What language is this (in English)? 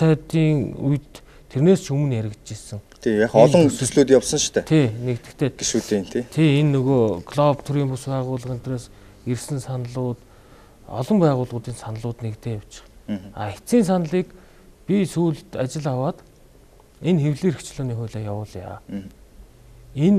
Mongolian